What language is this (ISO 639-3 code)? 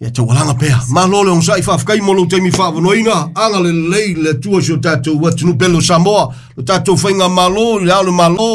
smo